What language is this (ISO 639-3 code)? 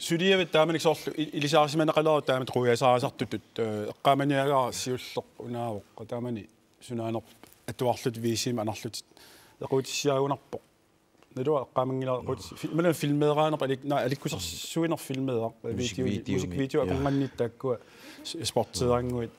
kal